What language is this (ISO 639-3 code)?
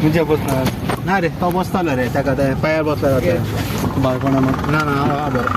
kok